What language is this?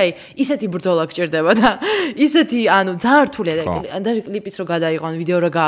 Georgian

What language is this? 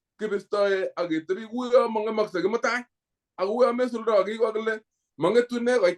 Kalenjin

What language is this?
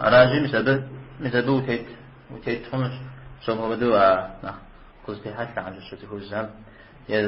Kabardian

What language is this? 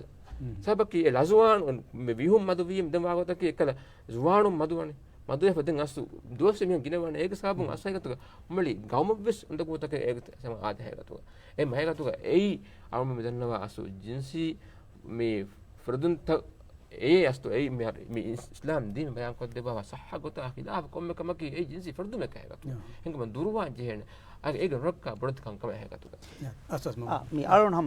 Divehi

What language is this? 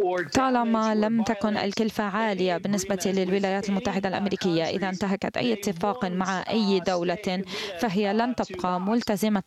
Arabic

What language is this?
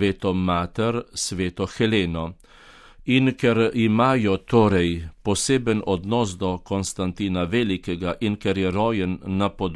Slovenian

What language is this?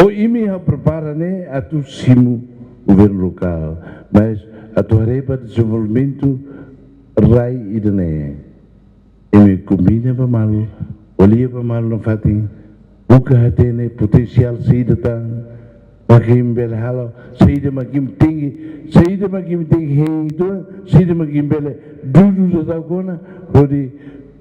Tetum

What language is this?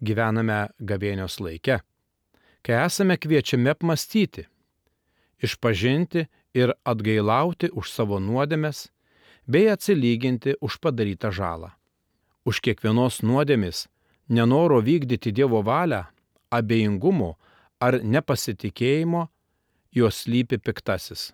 Lithuanian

